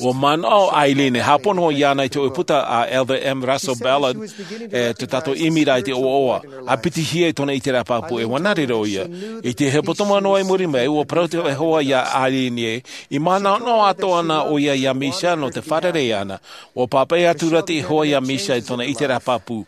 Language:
Tahitian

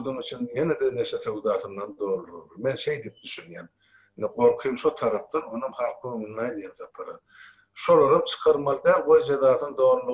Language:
Turkmen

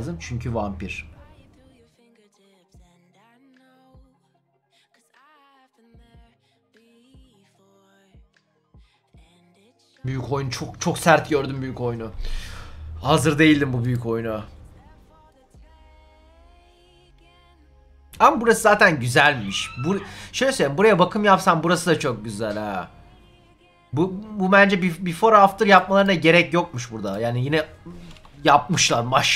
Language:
Turkish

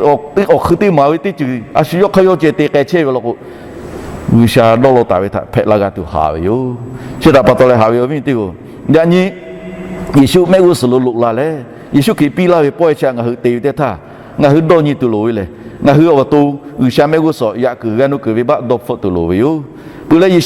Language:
Lahu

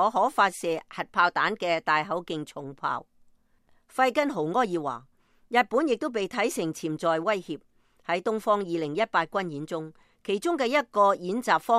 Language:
Cantonese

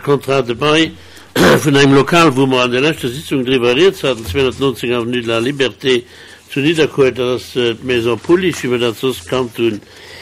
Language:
Luxembourgish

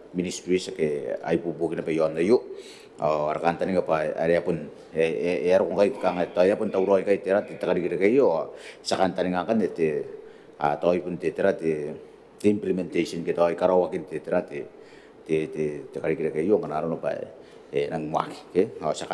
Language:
Gilbertese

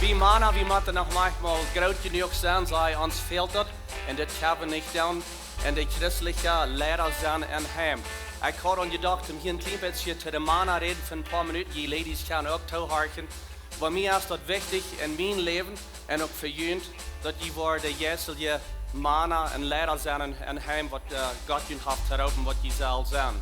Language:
Plautdietsch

